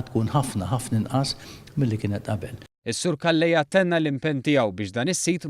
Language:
Maltese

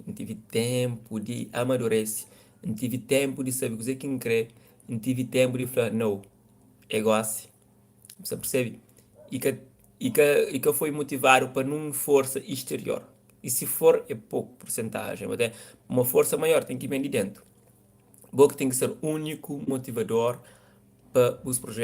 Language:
Kabuverdianu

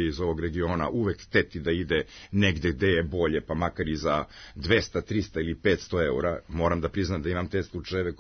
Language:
Serbian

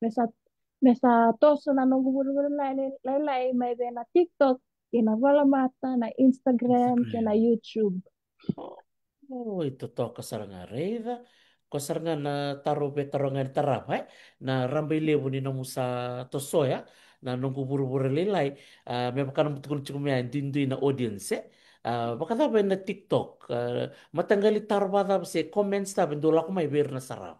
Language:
Fijian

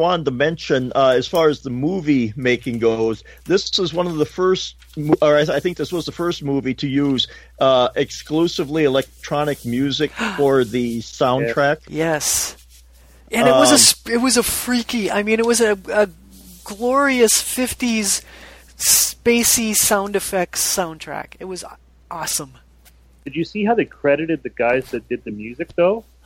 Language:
English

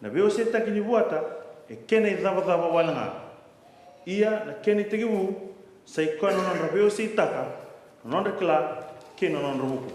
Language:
Fijian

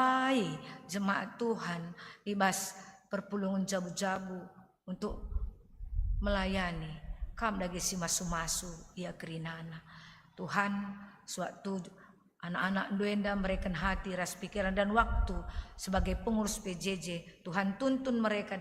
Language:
Batak Karo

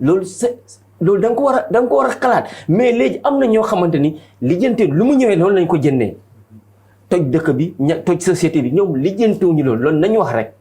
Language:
Wolof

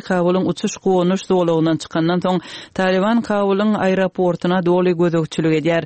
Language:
Turkmen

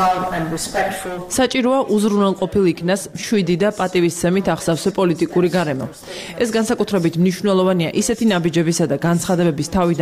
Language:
Georgian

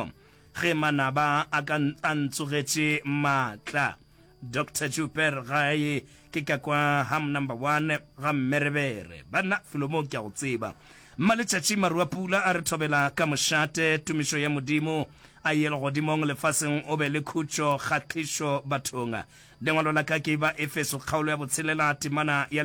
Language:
Northern Sotho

